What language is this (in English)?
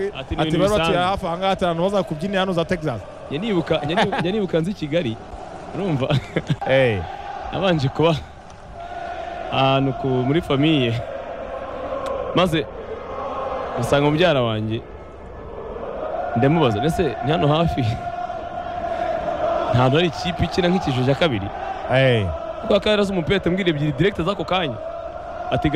Kinyarwanda